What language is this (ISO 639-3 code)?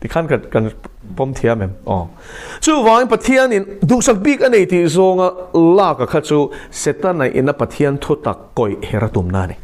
lus